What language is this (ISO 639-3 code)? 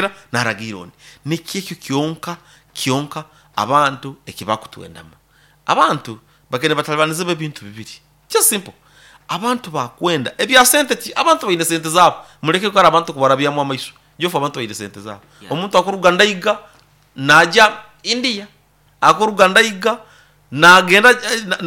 nyo